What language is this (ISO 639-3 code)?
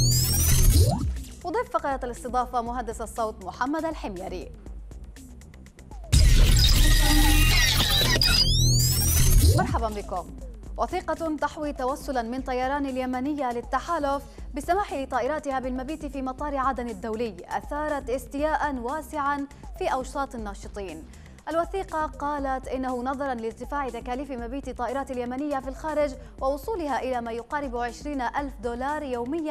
ara